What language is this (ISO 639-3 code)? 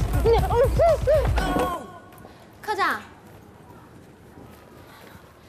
zho